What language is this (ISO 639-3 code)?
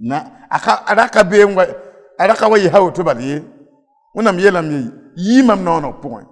mos